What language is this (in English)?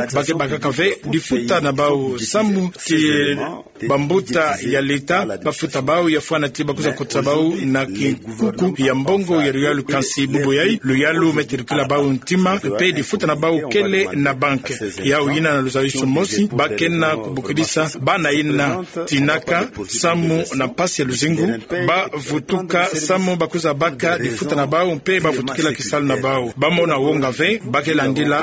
Kituba (Democratic Republic of Congo)